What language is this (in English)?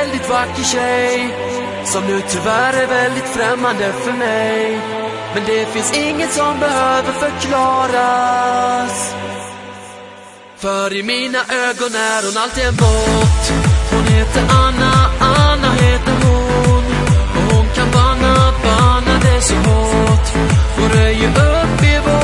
Swedish